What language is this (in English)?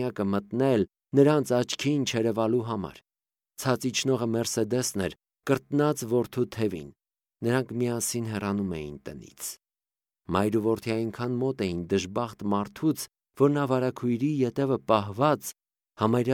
Armenian